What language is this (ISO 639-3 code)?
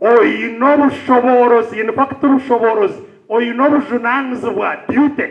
nyn